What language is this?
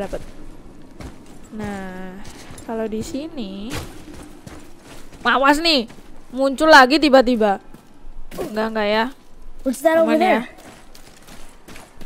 Indonesian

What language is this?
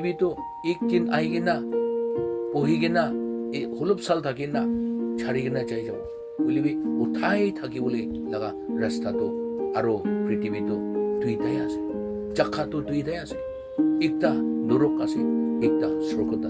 Naga Pidgin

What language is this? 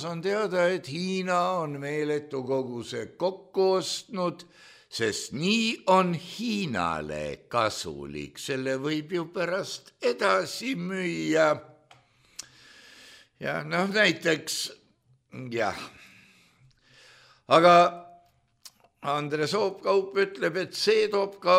Estonian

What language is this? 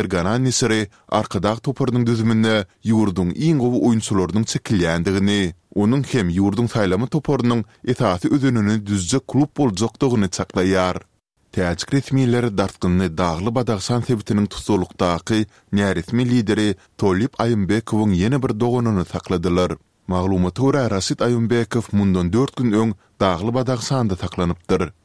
Turkmen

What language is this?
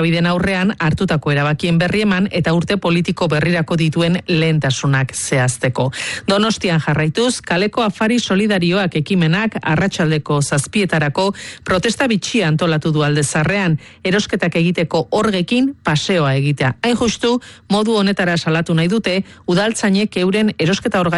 Basque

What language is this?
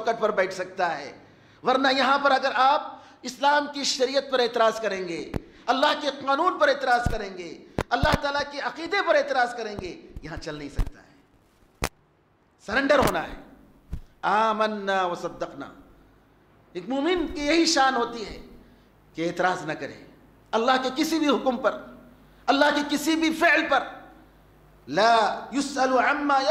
Urdu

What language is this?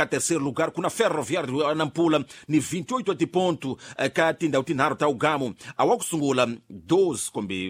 Tsonga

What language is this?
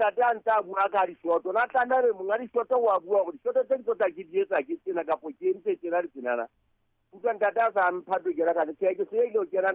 Southern Sotho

